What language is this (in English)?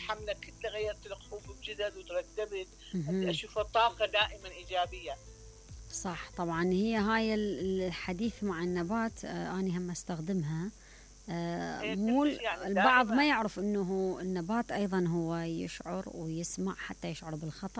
Mesopotamian Arabic